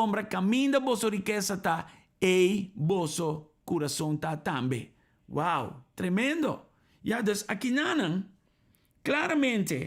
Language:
Papiamento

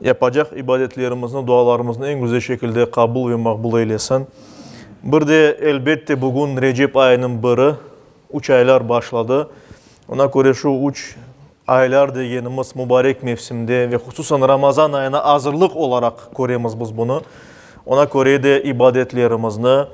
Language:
Crimean Tatar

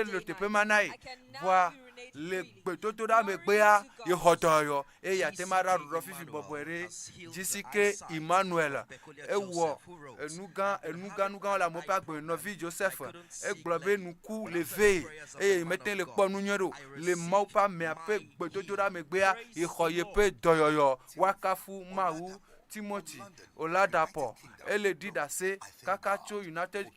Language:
Ewe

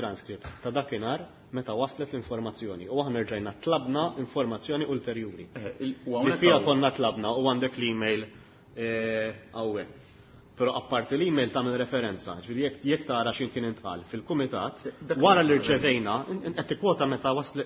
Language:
Maltese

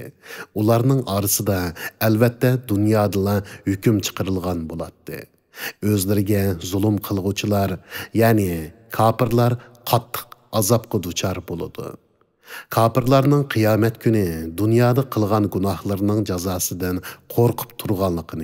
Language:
Uyghur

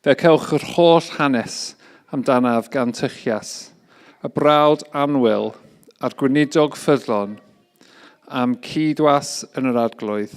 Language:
Welsh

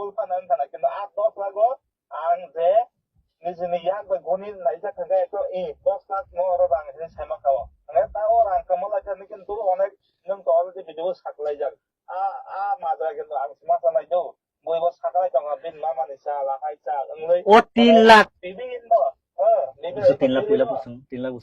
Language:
Kok Borok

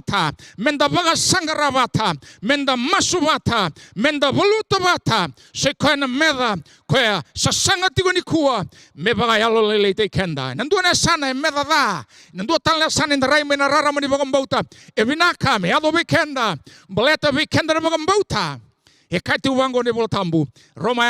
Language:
Fijian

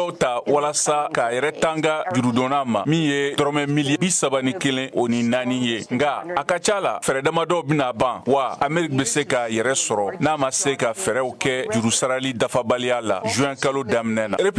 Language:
Bambara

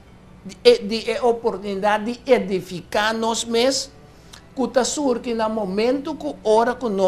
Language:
Papiamento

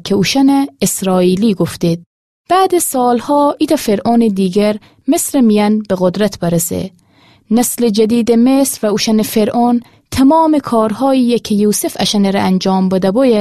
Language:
Gilaki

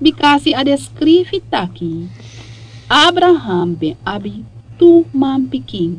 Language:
Sranan Tongo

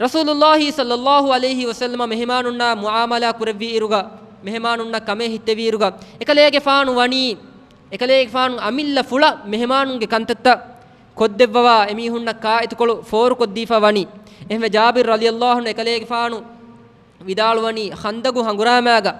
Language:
Divehi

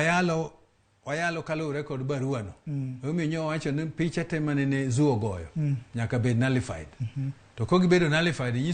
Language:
Luo (Kenya and Tanzania)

